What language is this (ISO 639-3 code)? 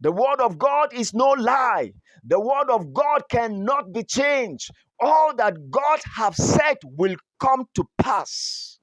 bom